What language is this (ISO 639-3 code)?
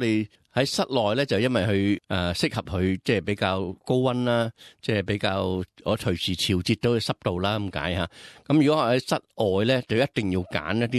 yue